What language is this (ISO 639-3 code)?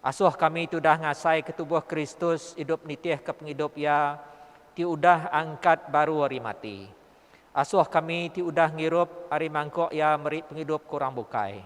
iba